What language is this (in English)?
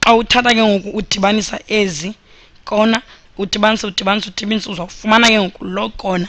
Xhosa